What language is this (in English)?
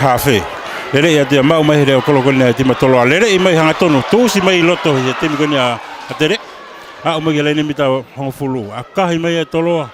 Tongan